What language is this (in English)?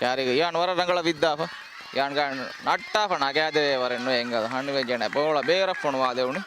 Divehi